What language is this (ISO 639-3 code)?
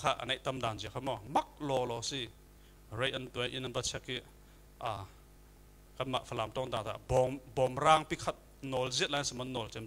cfm